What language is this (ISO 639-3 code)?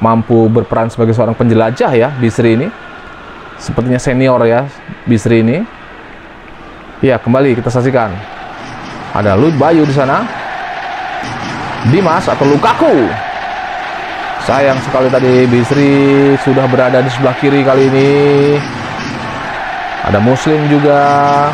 ind